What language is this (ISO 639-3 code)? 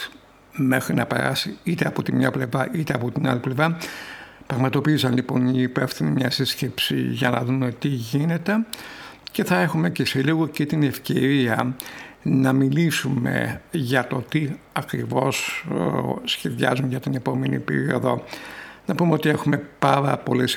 ell